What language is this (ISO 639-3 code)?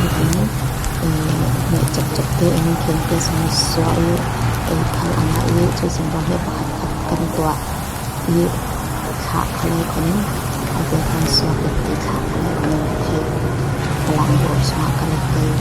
cfm